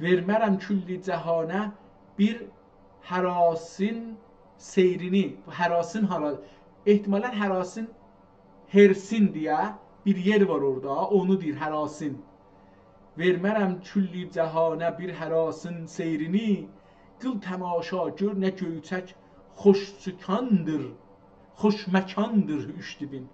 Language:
South Azerbaijani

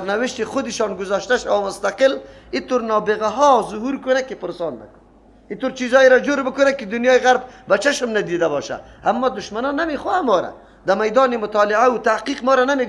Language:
Persian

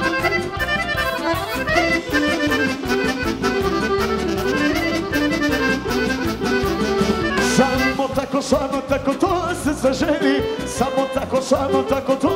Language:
Croatian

